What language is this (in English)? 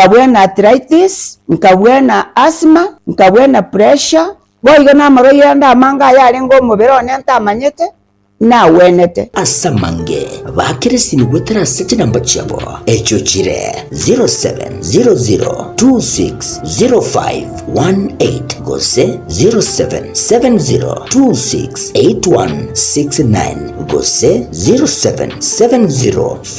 Gusii